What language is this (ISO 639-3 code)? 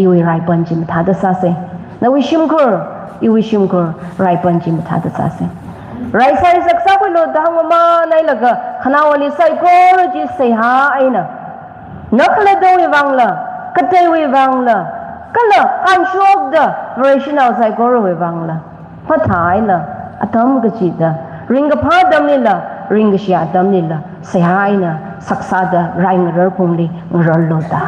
nmf